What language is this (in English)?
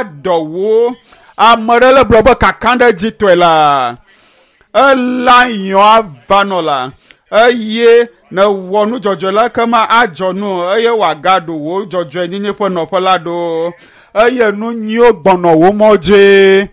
Ewe